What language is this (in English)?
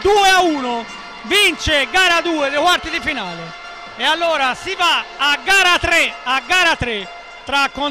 Italian